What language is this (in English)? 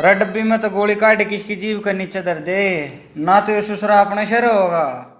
Haryanvi